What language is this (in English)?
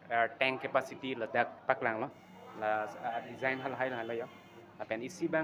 Karbi